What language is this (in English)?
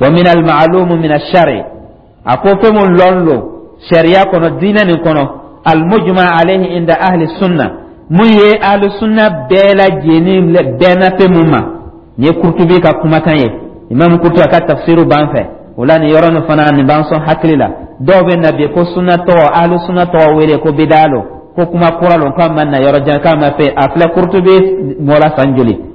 Dyula